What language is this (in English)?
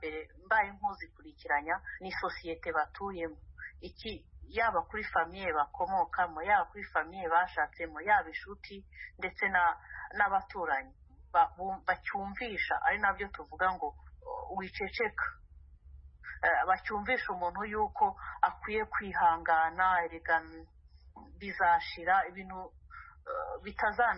Kinyarwanda